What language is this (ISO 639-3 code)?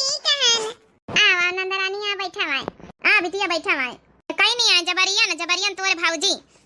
awa